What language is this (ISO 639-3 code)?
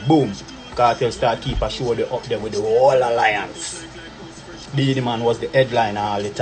jam